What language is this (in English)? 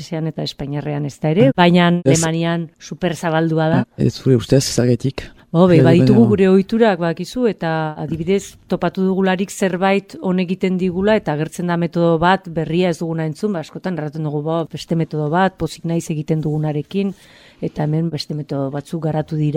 Basque